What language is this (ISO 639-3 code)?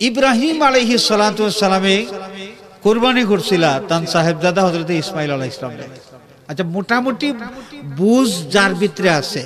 syl